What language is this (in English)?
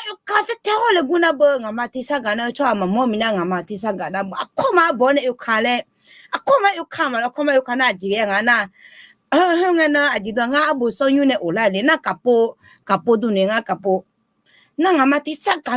Akha